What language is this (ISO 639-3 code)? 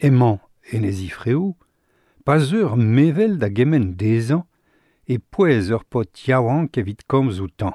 bre